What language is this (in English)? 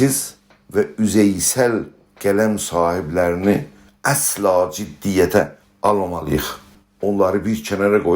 South Azerbaijani